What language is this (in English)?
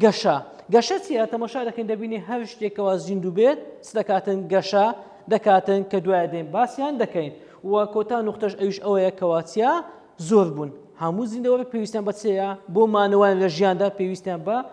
Central Kurdish